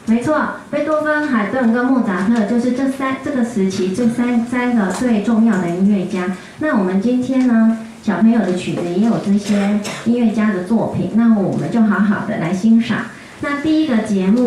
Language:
Chinese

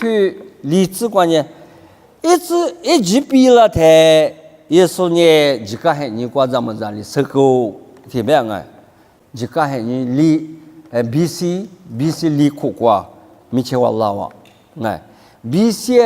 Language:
Lisu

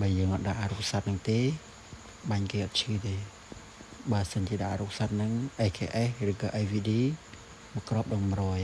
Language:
Khmer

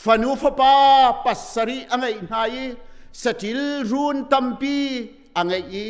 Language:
Hakha Chin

